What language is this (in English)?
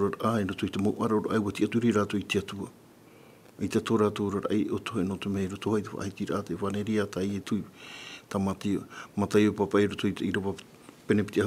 Tahitian